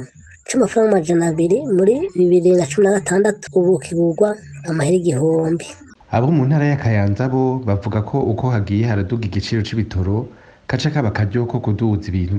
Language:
Rundi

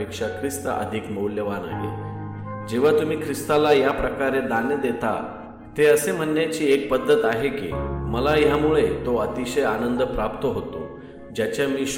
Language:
Marathi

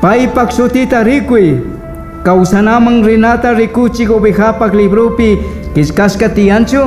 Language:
Chimborazo Highland Quichua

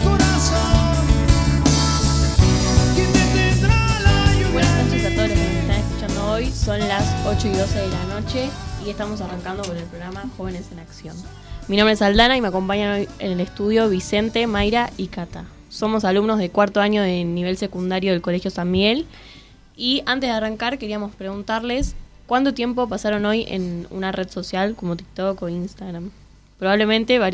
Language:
Spanish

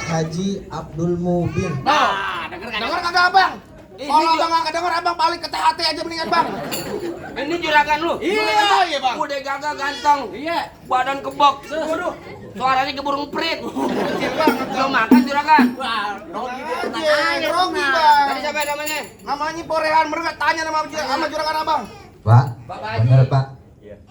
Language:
Betawi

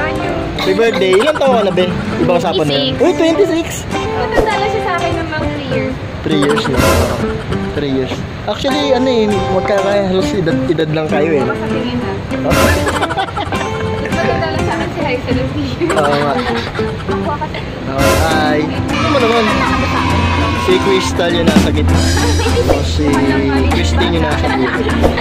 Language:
Filipino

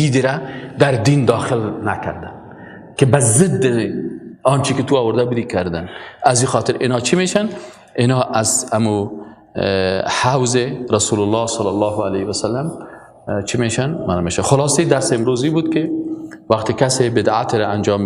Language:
Persian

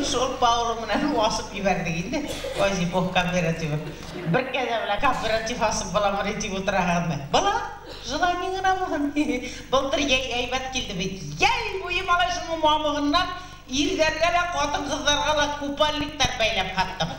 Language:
Bashkir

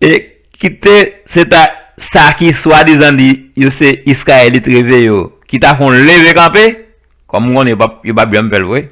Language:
Haitian Creole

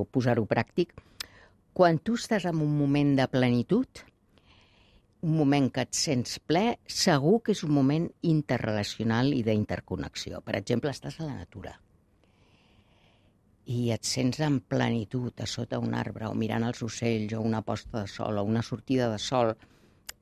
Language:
Catalan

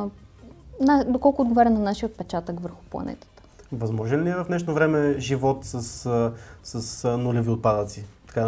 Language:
Bulgarian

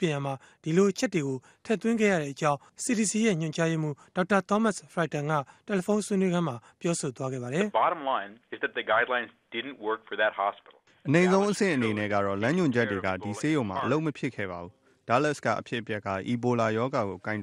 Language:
Burmese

